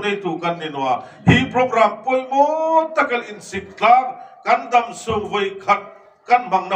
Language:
Hmar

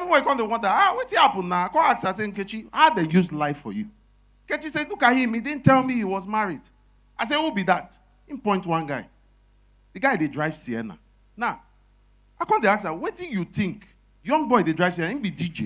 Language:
Nigerian Pidgin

